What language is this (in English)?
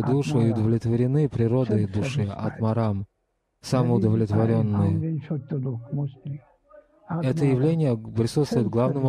Russian